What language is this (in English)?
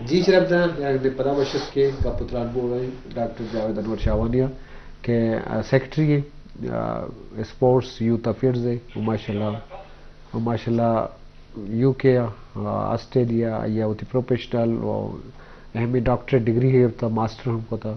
Baluchi